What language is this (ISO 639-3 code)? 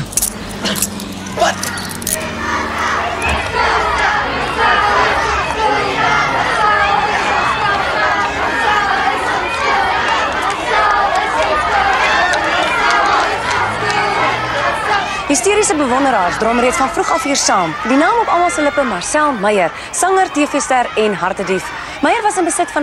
afr